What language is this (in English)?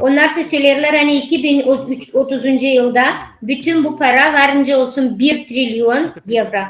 Gagauz